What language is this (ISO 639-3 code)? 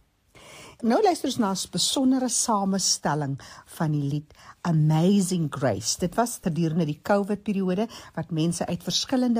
afr